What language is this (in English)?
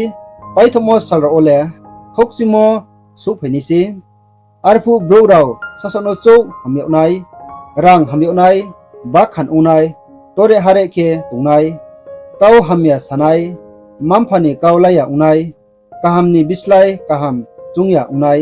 Riang (India)